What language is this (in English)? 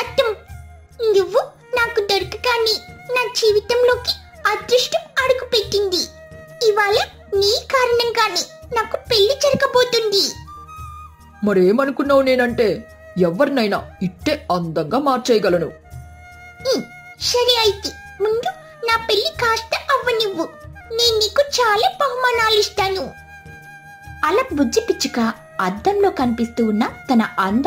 Telugu